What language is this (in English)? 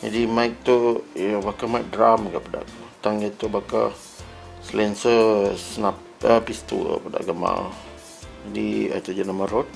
Iban